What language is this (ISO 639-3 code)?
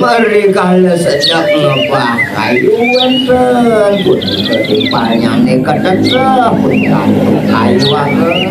ban